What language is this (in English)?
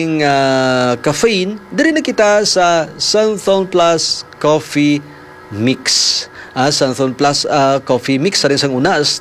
Hiligaynon